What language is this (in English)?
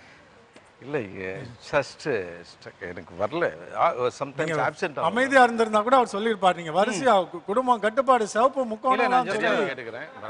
Tamil